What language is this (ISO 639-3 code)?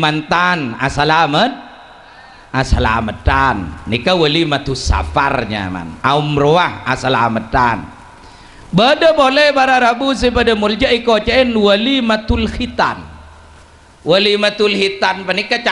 mad